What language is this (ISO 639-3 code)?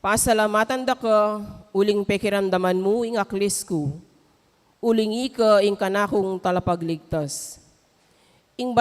pam